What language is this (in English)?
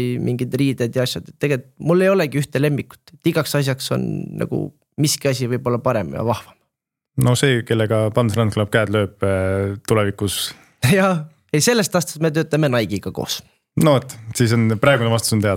Estonian